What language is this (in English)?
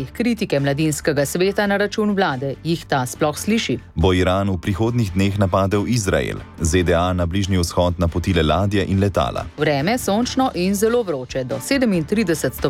Slovenian